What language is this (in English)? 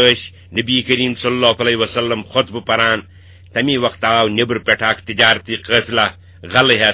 Kashmiri